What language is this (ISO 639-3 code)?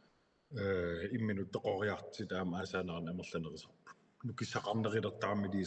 kal